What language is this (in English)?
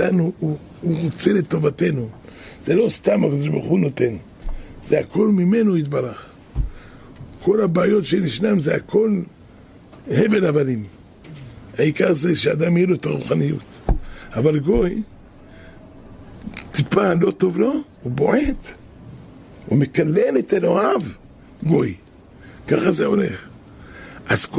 Hebrew